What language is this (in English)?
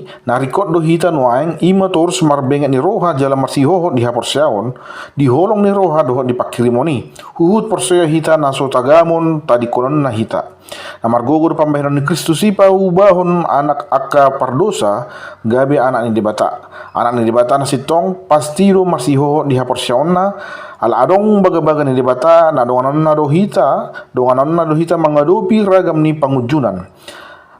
Batak Toba